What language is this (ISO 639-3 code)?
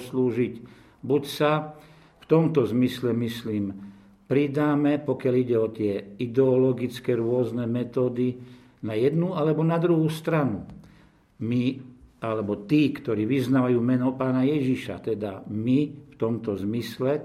slk